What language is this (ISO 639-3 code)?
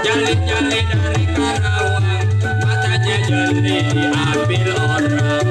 bew